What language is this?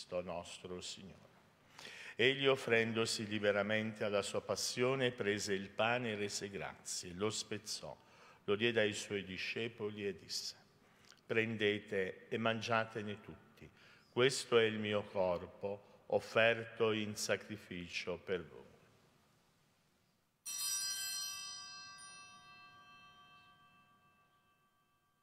Italian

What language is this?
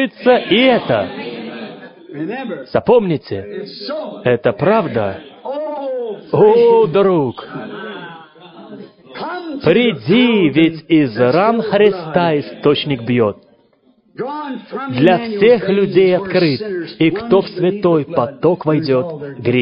Russian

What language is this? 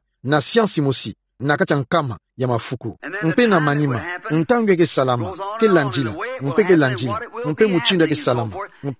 Kituba (Democratic Republic of Congo)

